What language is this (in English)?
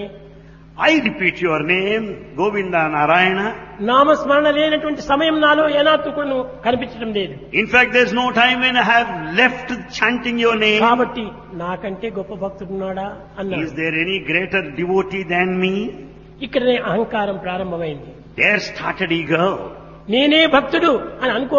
Telugu